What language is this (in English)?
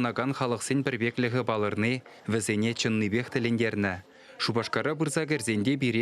Chuvash